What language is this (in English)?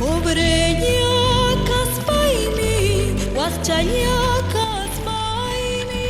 Ayacucho Quechua